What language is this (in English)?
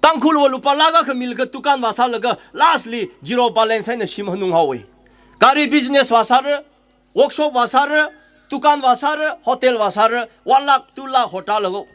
Tangkhul Naga (India)